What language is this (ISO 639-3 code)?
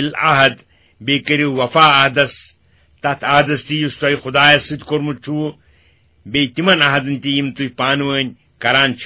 kas